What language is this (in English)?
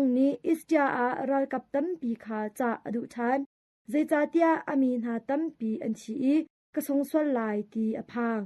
Hakha Chin